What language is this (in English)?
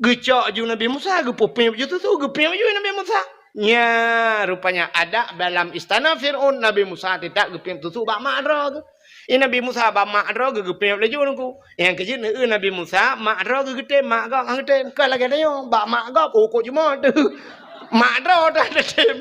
Achinese